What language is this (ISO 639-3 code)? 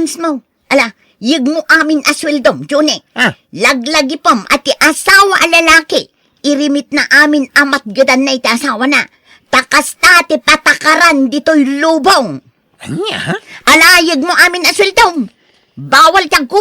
ilo